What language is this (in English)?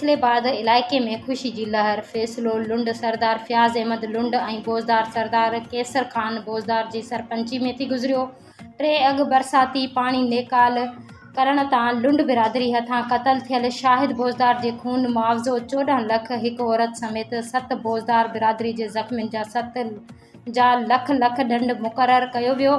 Sindhi